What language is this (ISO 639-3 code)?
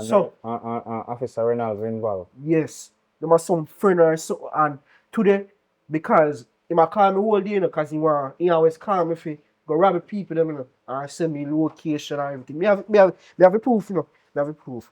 jam